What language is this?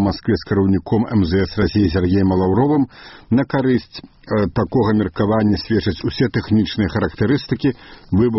Belarusian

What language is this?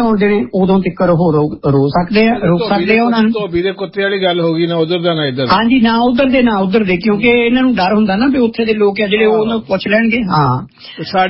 Punjabi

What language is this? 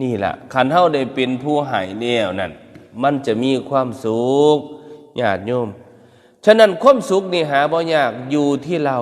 Northeastern Thai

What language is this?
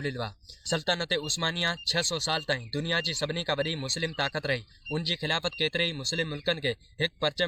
Sindhi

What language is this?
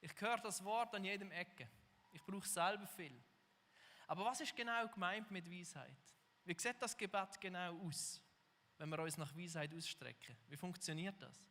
Swiss German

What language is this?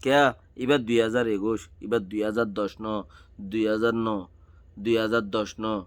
Rohingya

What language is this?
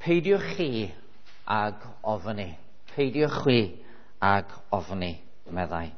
Welsh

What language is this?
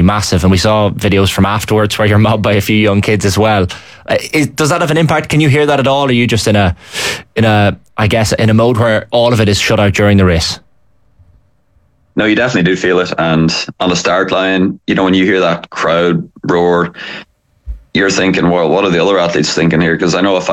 English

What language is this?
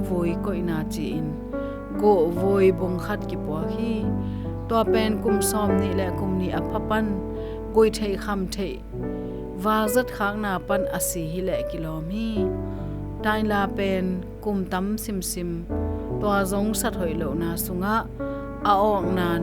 Tedim Chin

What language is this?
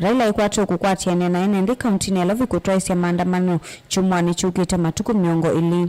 Kamba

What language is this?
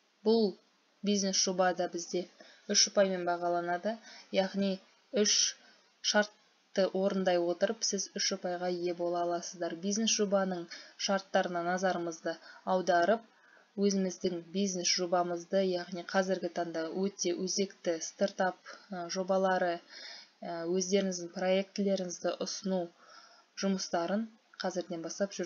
Kazakh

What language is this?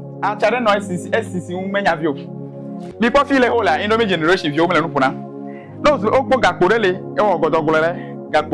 Ewe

